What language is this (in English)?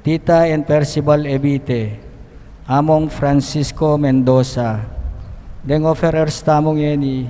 Pampanga